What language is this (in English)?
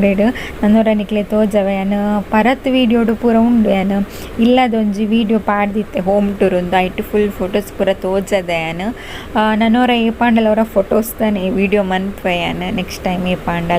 Tulu